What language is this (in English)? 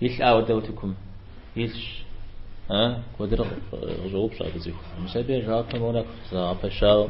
Kabardian